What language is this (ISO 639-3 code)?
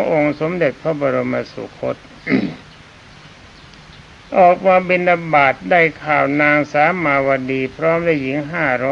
tha